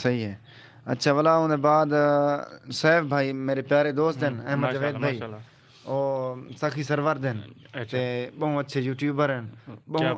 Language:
Saraiki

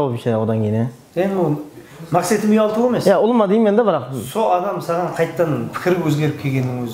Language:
Kara-Kalpak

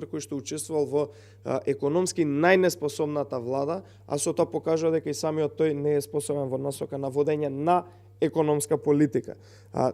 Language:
Macedonian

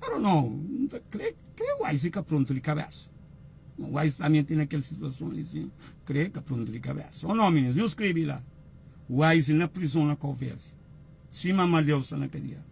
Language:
Kabuverdianu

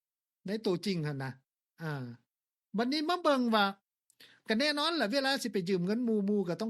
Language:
Lao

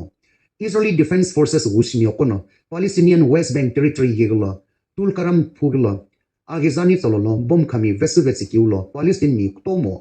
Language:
Sumi Naga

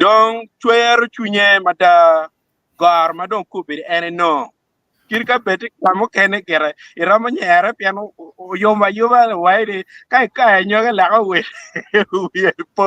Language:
Acoli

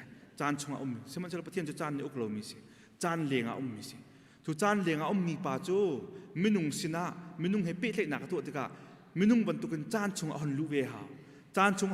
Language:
Hakha Chin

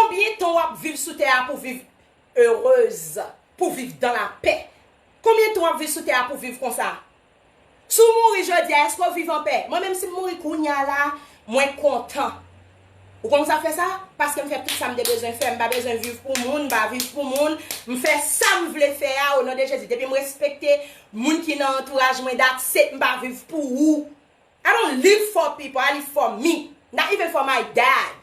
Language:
Haitian Creole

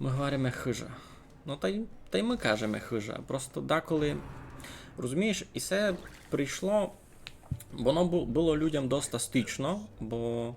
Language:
Rusyn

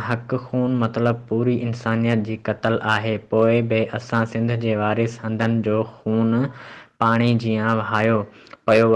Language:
Sindhi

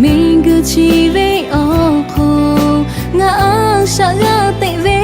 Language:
Lahu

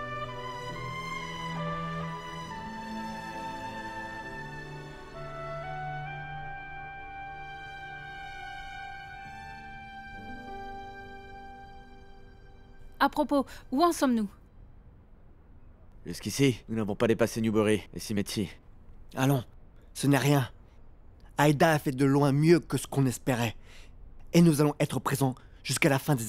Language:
French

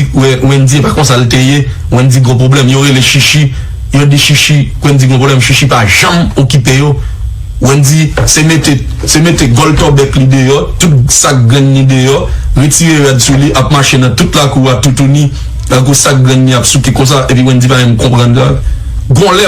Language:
Haitian Creole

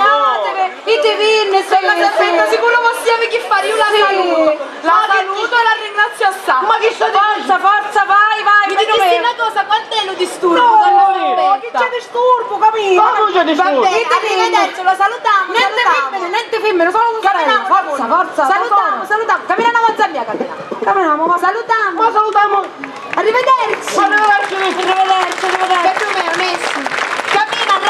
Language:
Sicilian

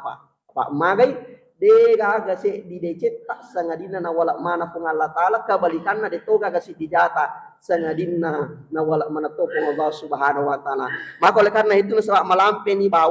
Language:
Buginese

